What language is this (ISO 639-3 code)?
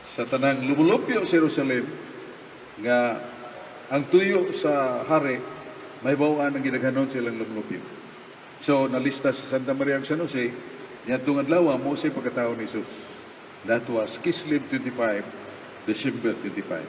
ceb